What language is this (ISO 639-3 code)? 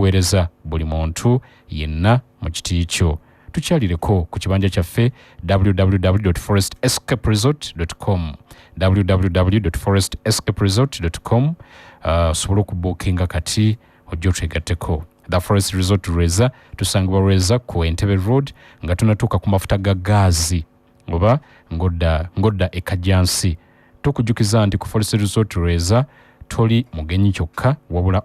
lug